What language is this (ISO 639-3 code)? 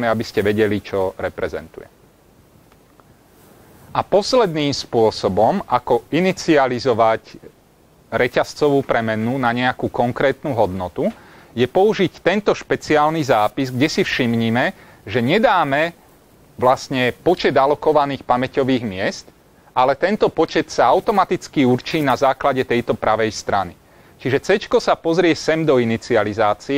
slk